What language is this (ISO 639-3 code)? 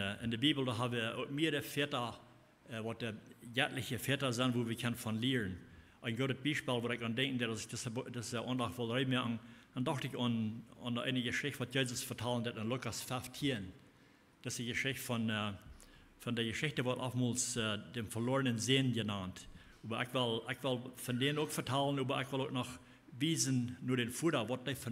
pdt